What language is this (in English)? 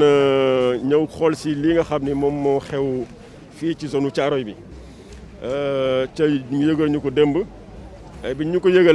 Wolof